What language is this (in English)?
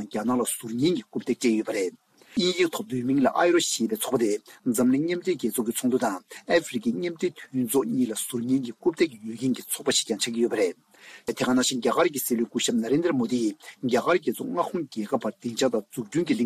Tibetan